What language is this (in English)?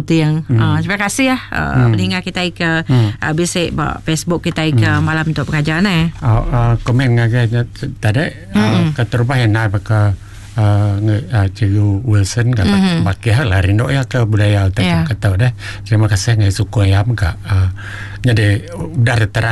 Iban